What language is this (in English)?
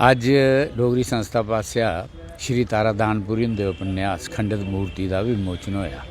Dogri